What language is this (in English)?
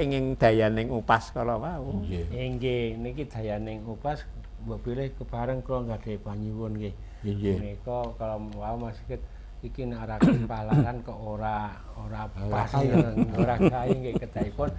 Javanese